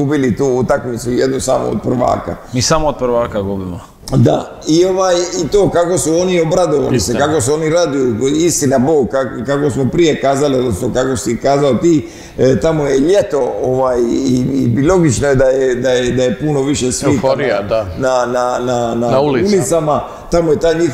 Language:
Croatian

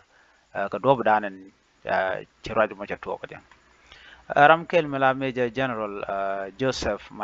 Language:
Nuer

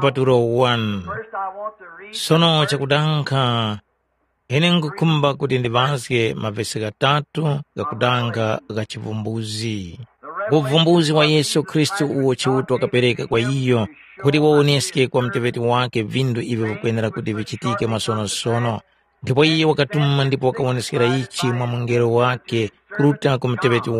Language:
Tumbuka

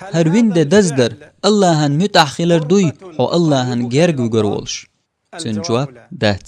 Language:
Chechen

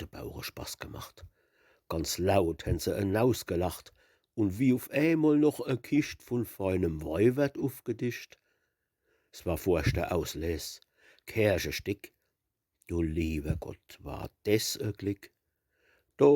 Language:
Palatine German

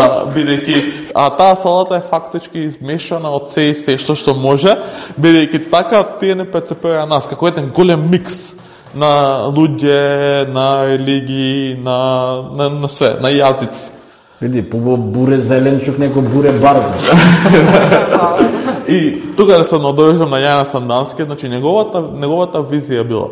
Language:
Macedonian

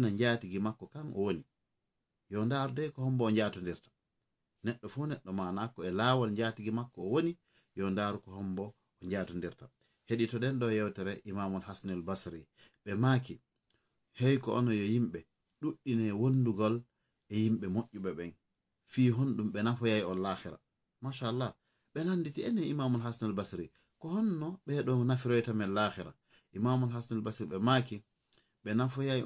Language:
Fula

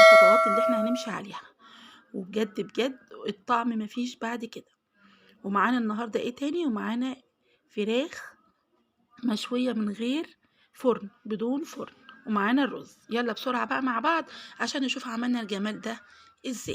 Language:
Egyptian Arabic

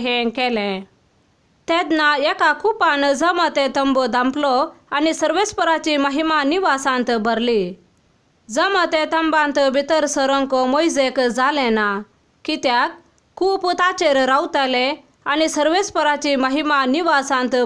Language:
Konkani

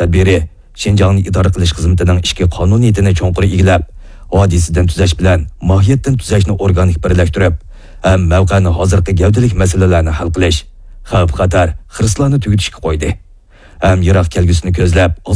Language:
Uyghur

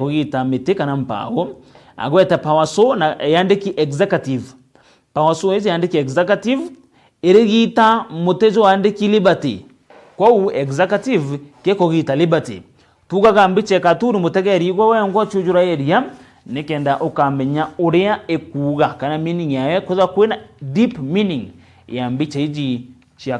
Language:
Meru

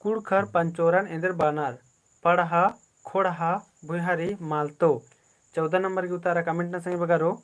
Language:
Kurukh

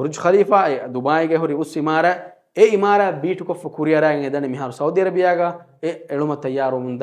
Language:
Divehi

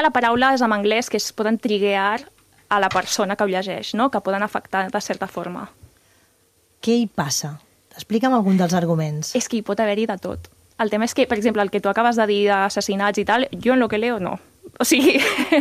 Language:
Catalan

